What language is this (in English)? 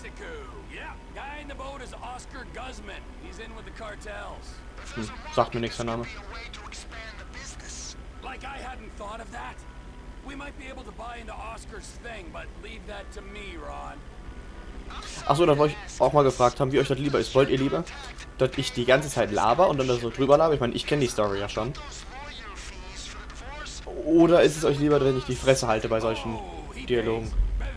German